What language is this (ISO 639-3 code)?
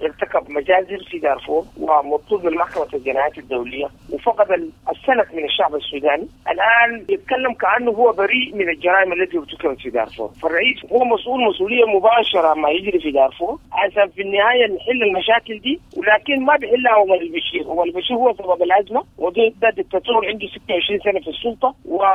apd